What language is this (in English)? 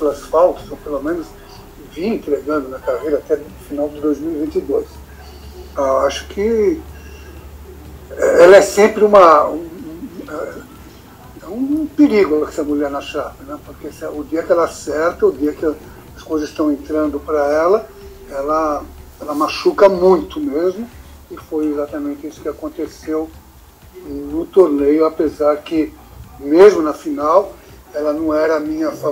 Portuguese